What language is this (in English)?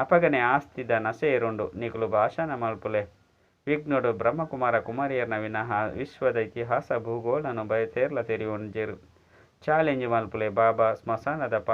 Tulu